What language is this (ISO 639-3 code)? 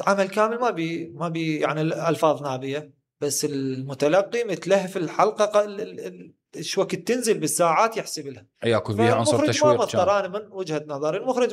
acm